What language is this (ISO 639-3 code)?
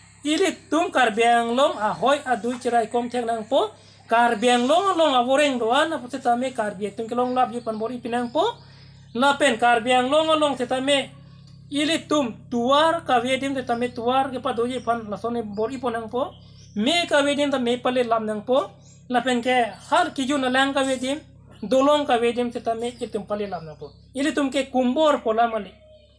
mjw